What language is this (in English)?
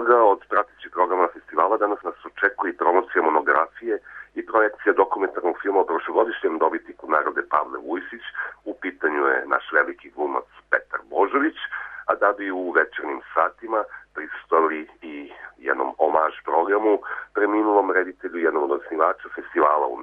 Serbian